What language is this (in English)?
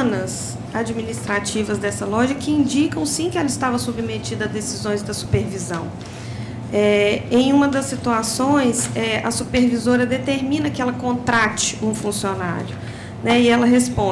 Portuguese